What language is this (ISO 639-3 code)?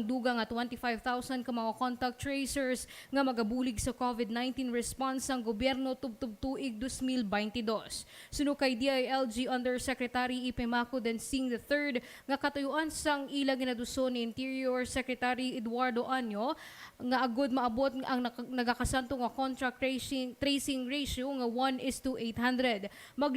hil